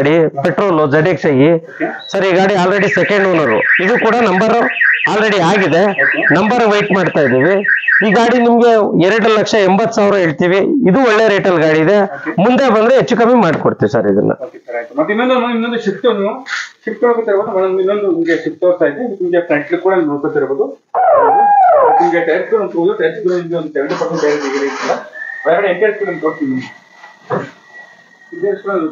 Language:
Kannada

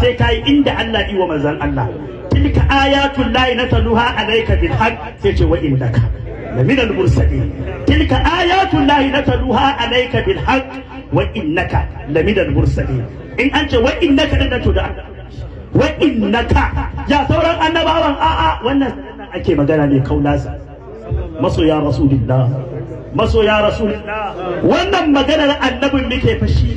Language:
Hausa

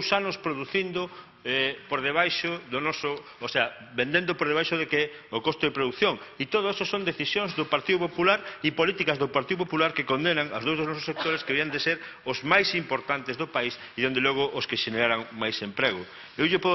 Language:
Galician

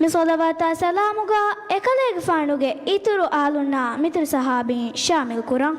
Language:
Divehi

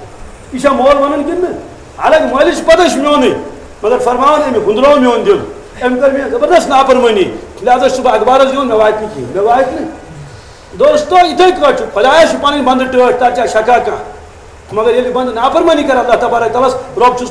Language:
Kashmiri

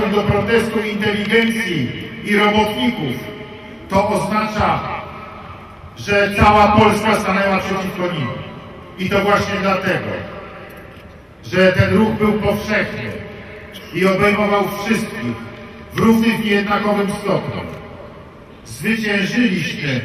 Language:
Polish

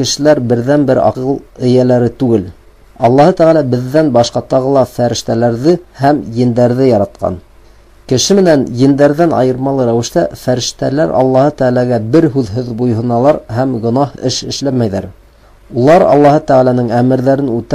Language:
Bashkir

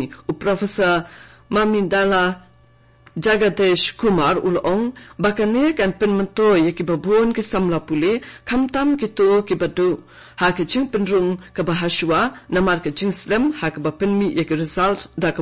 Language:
Khasi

